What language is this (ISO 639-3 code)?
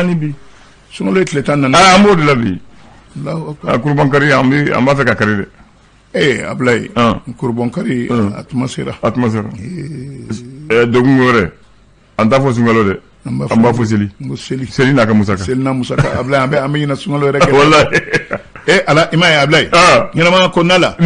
bam